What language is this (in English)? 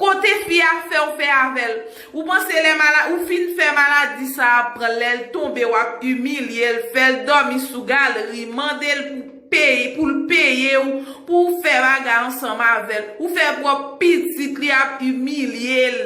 Haitian Creole